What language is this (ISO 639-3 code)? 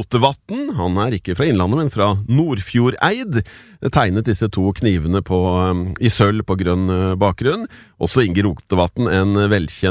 nor